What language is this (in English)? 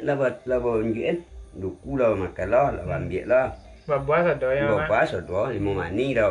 Minangkabau